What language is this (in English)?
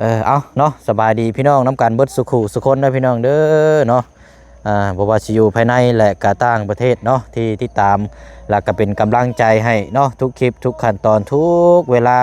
Lao